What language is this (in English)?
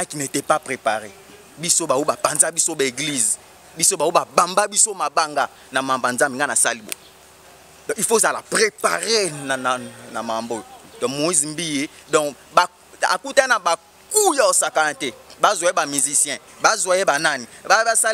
Lingala